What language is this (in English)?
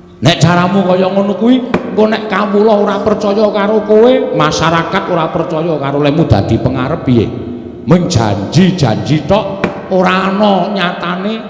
Javanese